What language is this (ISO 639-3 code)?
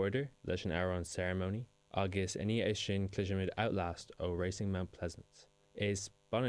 gle